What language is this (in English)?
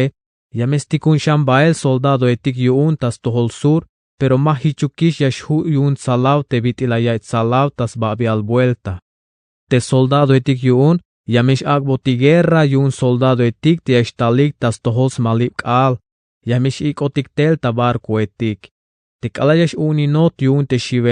Tzeltal